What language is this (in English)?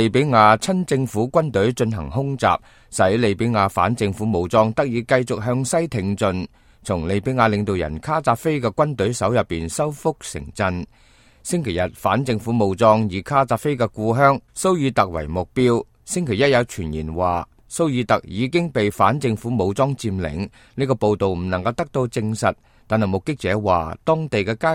Cantonese